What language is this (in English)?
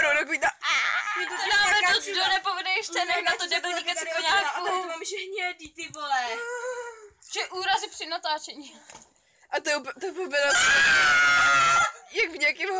Czech